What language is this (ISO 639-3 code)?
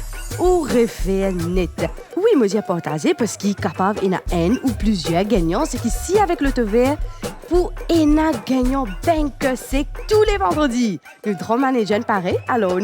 mfe